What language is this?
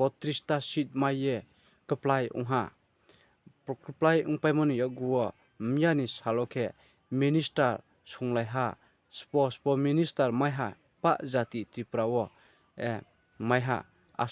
Riang (India)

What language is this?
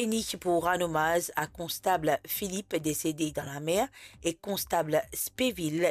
Morisyen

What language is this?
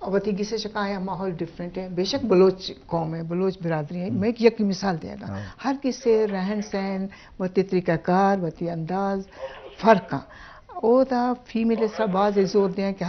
Eastern Balochi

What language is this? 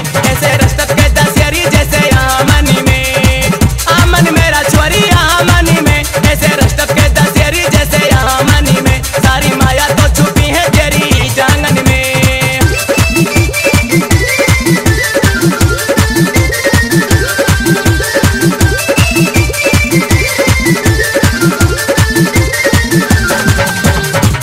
Haryanvi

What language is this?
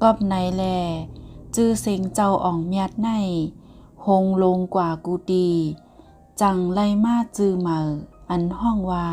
Shan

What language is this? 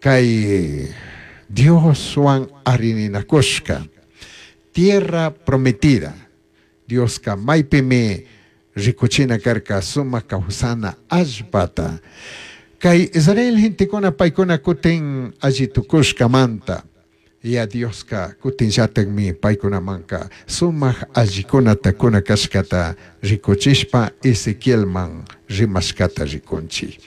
Chimborazo Highland Quichua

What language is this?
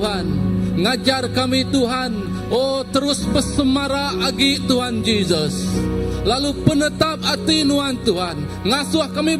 Iban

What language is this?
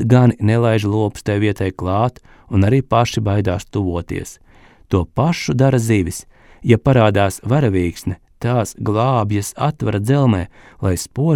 Latvian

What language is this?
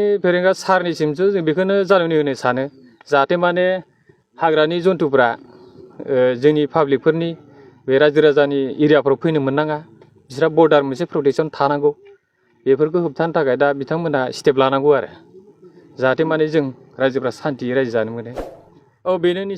Bodo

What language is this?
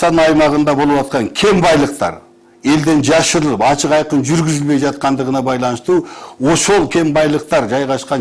Kyrgyz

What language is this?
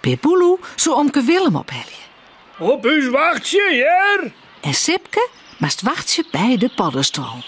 Western Frisian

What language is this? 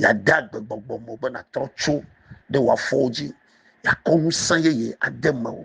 Ewe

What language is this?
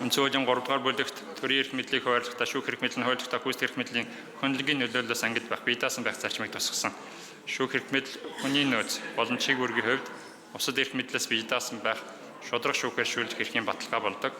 Mongolian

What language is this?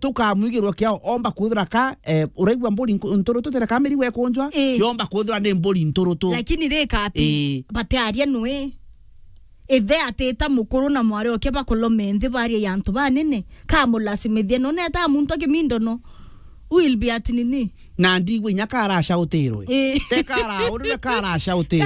Meru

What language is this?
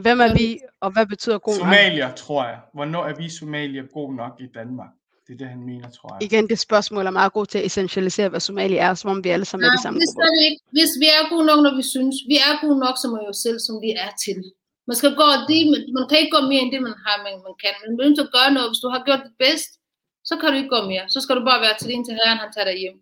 Danish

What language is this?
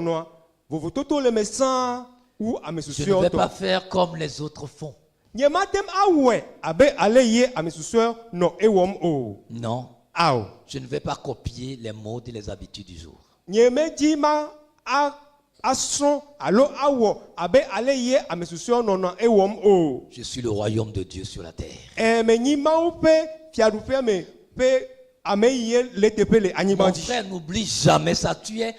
Ewe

